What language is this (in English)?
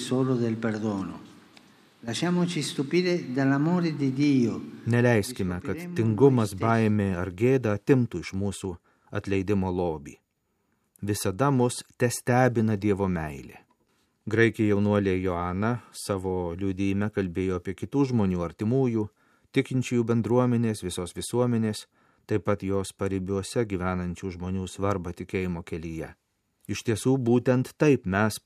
Lithuanian